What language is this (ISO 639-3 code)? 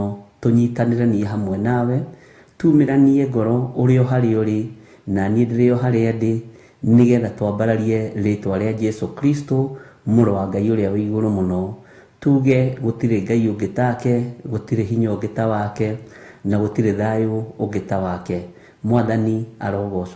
kik